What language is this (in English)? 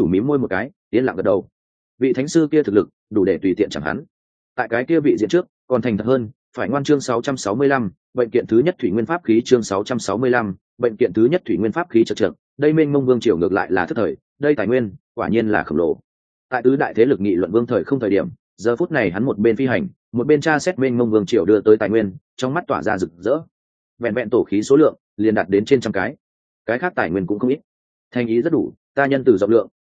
Vietnamese